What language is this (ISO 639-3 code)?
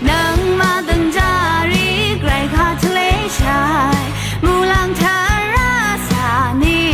raw